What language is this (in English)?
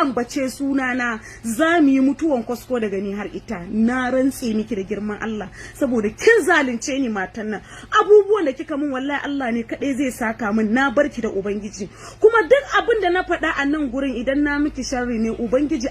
Hausa